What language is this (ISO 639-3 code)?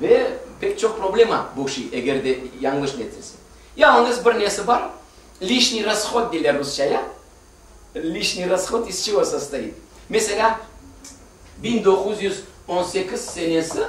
crh